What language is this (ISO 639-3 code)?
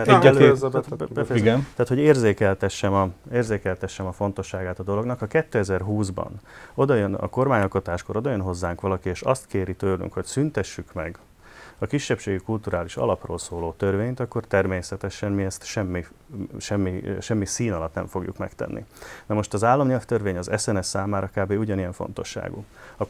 hun